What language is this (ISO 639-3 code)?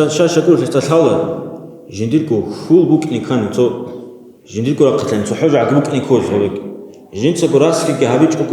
ava